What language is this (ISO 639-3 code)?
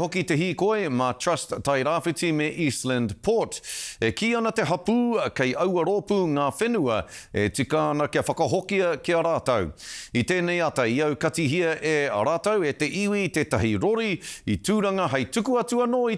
mri